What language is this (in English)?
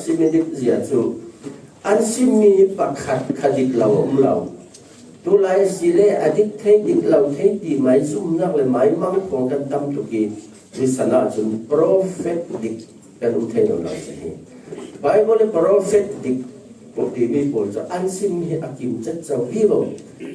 Falam Chin